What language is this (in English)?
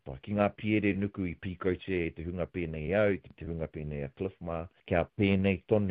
Māori